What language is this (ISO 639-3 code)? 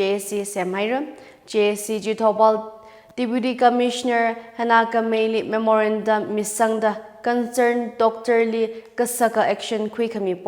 nmf